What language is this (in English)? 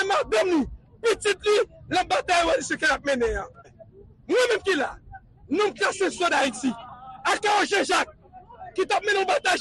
Haitian Creole